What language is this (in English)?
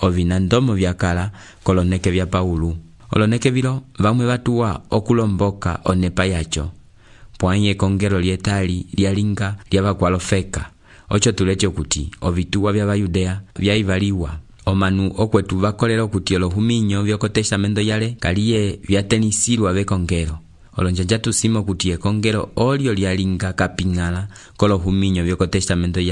Umbundu